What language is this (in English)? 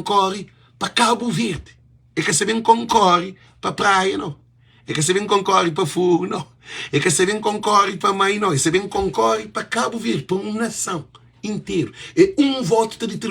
Kabuverdianu